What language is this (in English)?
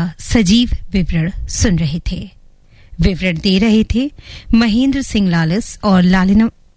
Hindi